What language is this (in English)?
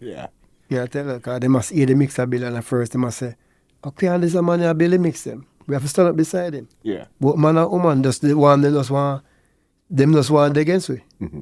Jamaican Creole English